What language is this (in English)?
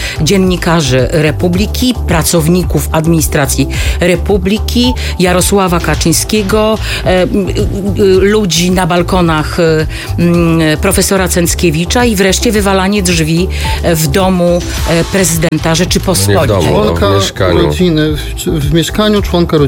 Polish